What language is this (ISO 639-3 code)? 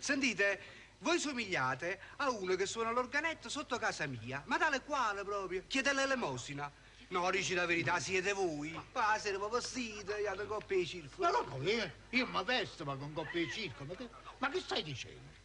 nap